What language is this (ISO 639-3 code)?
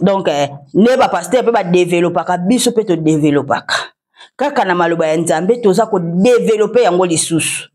lin